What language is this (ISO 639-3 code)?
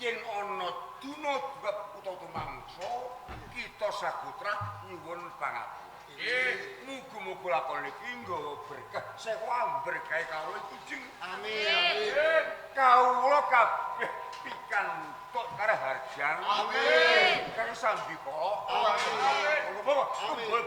jav